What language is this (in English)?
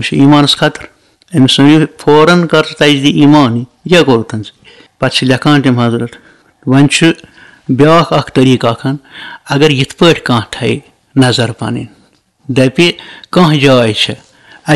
Kashmiri